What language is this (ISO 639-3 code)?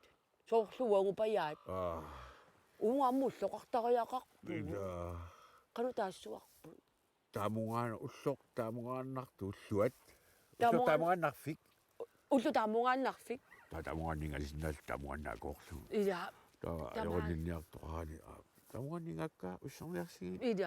kal